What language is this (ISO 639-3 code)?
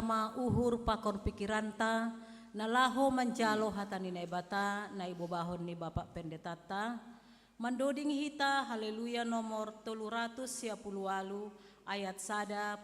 bts